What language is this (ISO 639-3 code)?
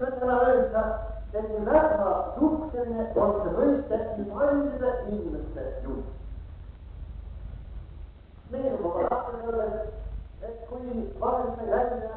est